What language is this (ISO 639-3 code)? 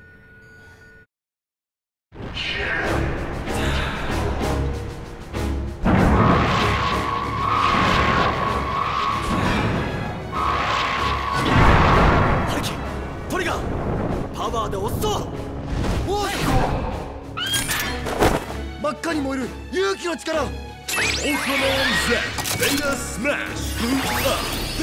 jpn